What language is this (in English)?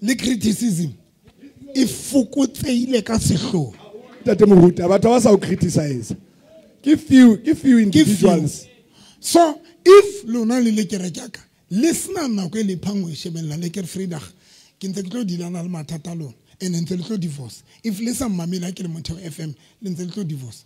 Southern Sotho